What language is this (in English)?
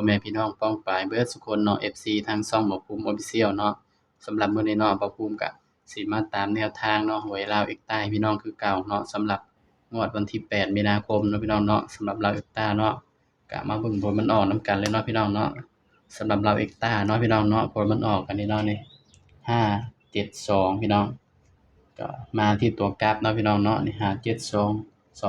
Northeastern Thai